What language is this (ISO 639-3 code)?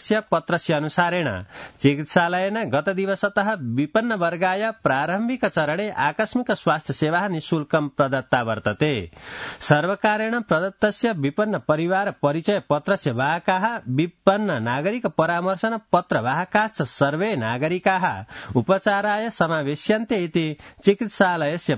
san